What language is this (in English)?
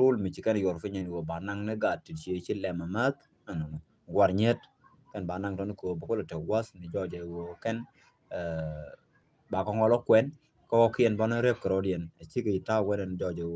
Nuer